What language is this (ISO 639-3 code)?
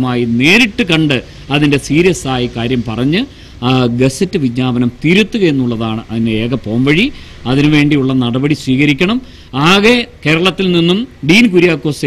mal